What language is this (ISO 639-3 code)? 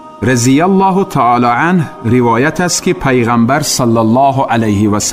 tgk